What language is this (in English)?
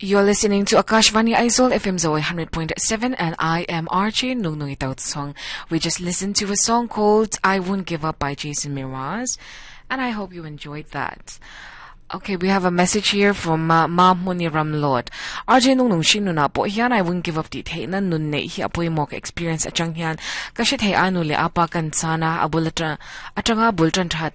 Mizo